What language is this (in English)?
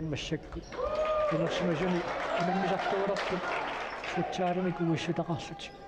Kalaallisut